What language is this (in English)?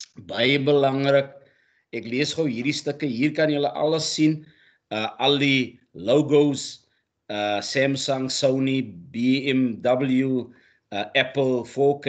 Afrikaans